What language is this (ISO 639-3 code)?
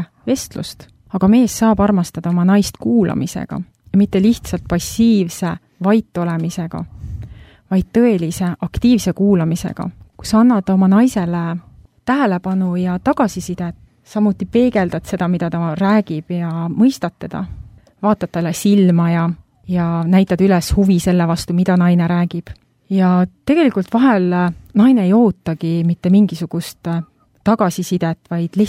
est